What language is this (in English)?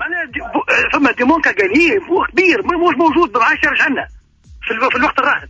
Tunisian Arabic